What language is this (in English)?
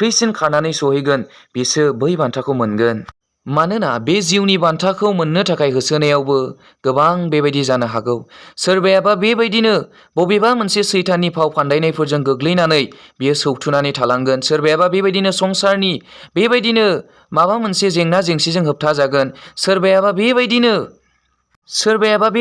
Bodo